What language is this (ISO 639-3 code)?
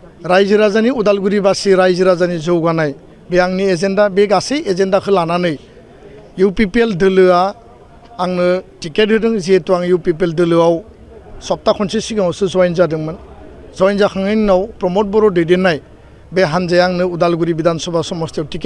brx